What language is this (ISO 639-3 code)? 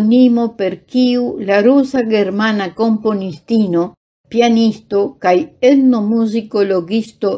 epo